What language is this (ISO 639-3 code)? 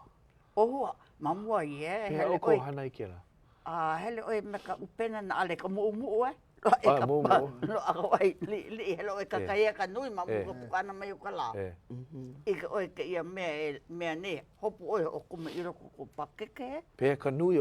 haw